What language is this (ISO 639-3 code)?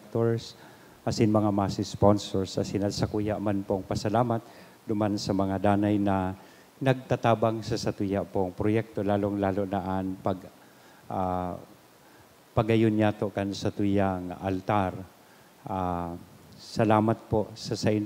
bik